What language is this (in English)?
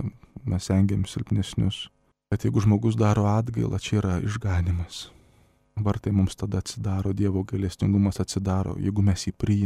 Lithuanian